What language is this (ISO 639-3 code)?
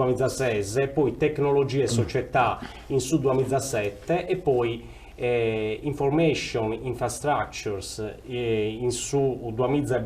srd